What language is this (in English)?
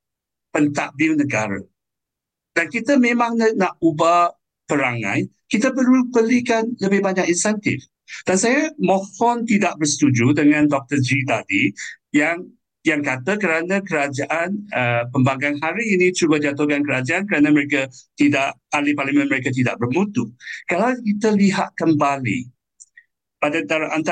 Malay